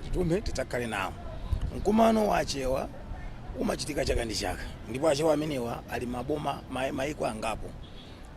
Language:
Nyanja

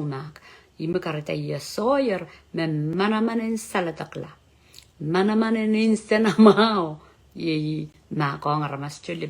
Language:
Pohnpeian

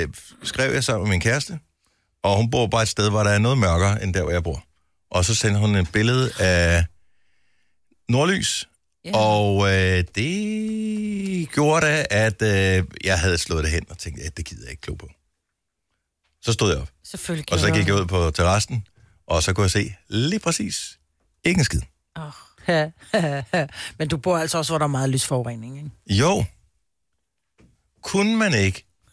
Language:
Danish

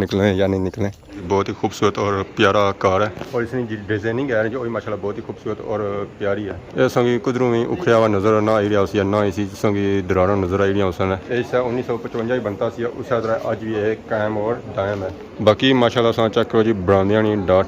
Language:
Pahari-Potwari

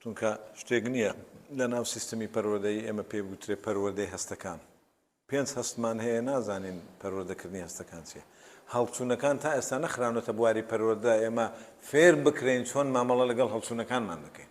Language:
Central Kurdish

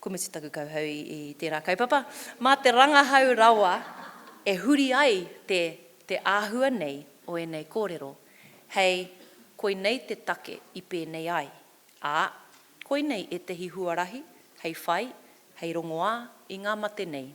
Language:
Māori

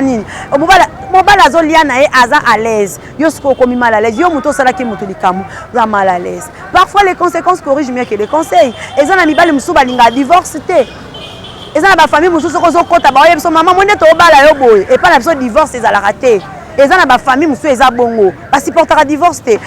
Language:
Lingala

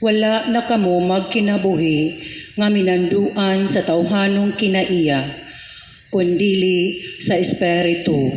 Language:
Cebuano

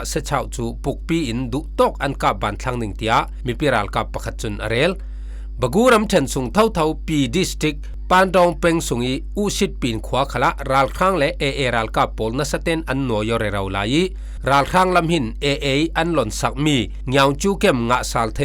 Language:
Falam Chin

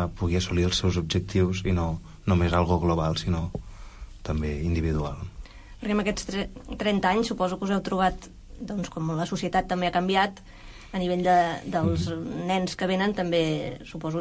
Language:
Catalan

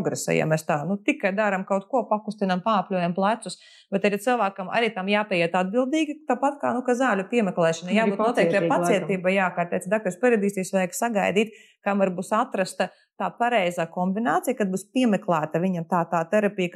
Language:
Latvian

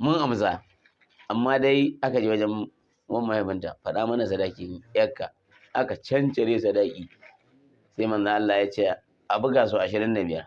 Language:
Hausa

